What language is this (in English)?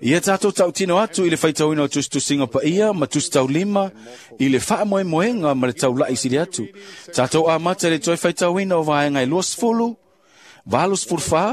Samoan